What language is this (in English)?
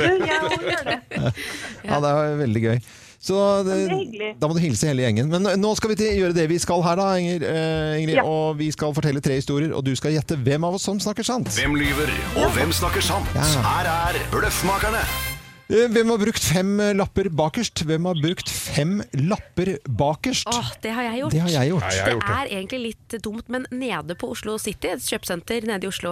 Norwegian